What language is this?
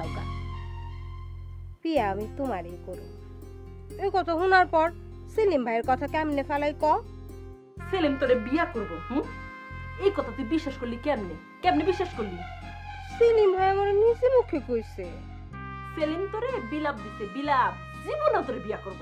Bangla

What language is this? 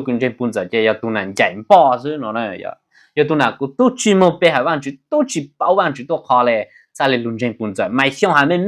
Hmong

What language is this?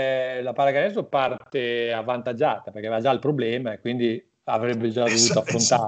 Italian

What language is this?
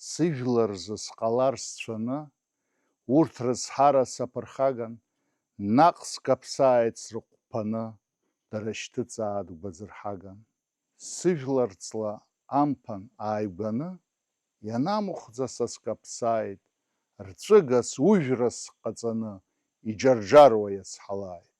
Abkhazian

